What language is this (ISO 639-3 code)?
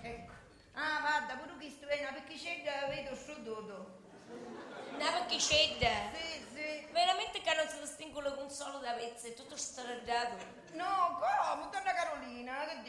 scn